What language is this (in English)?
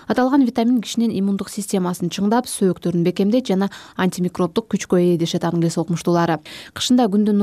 Kyrgyz